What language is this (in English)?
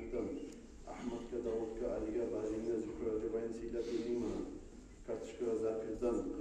Kumyk